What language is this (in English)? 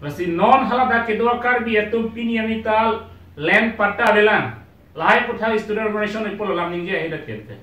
Karbi